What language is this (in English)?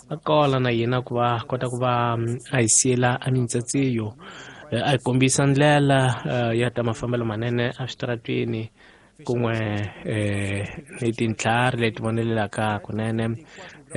Tsonga